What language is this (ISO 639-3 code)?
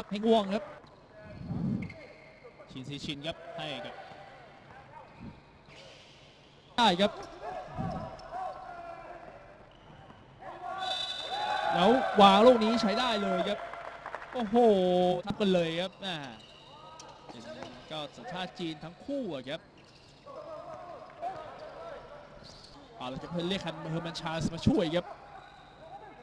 tha